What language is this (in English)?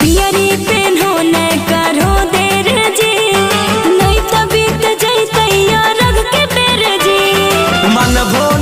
Magahi